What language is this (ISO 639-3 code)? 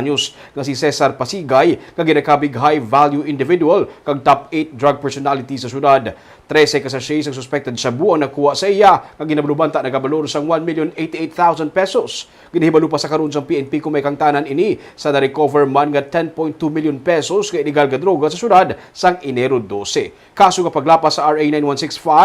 hil